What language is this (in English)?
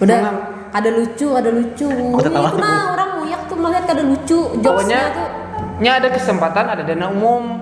Banjar